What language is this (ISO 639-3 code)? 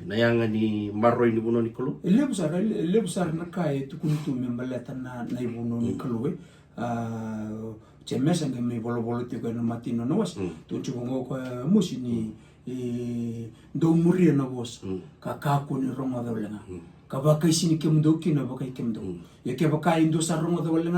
fij